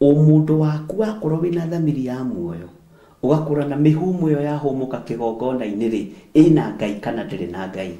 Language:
Kikuyu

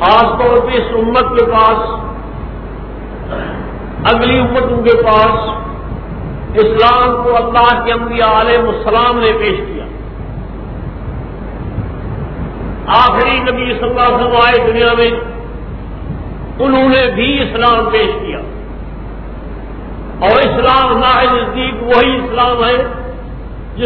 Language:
Urdu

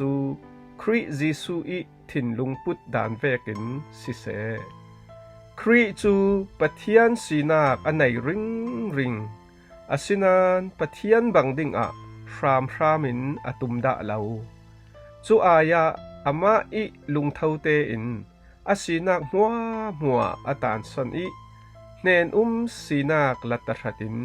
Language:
Falam Chin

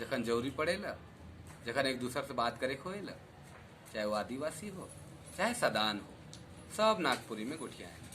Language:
Sadri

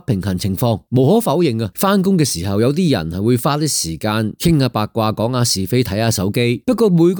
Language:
Cantonese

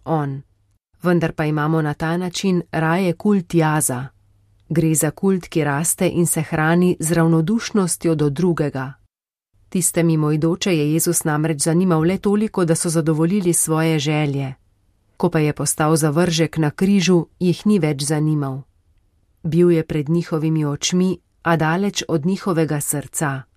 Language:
Slovenian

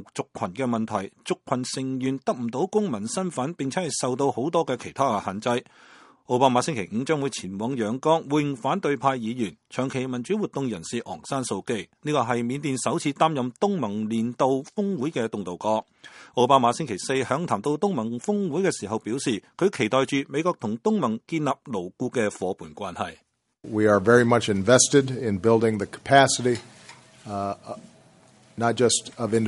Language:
Cantonese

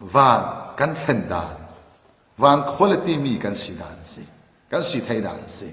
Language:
Falam Chin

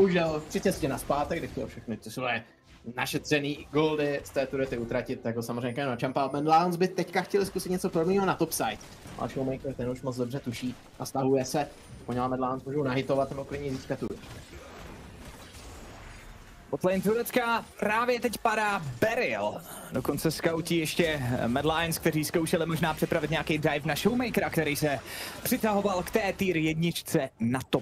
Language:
Czech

